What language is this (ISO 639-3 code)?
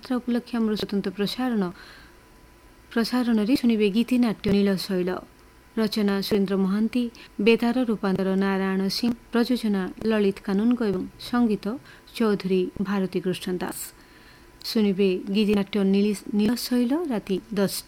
ori